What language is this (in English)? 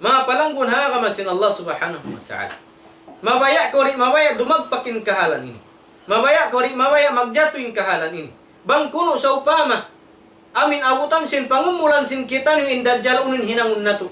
Tausug